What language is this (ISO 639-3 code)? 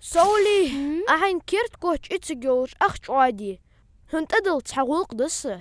inh